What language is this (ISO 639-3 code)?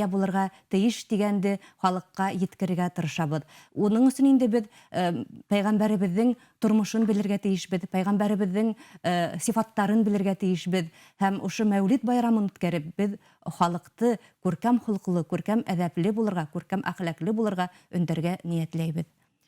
bak